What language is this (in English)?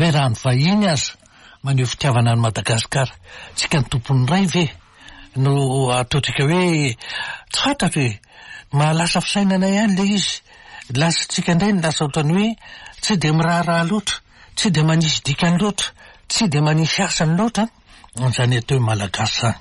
Malagasy